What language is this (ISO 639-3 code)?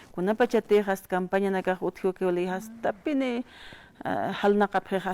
aym